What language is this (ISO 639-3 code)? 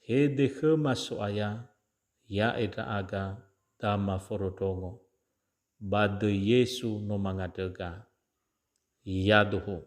nia